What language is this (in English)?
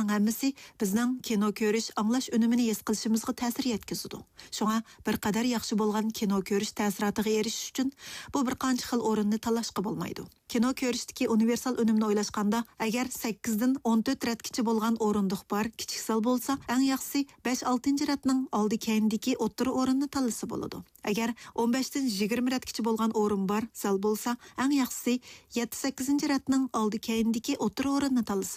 Uyghur